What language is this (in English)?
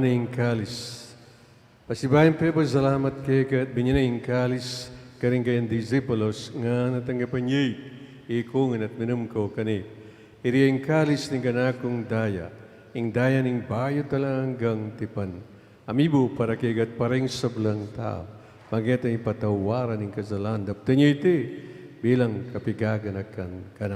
Pampanga